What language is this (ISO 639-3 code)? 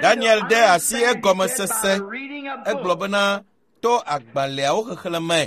ewe